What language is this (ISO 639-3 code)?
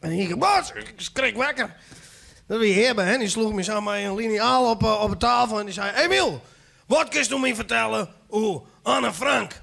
fry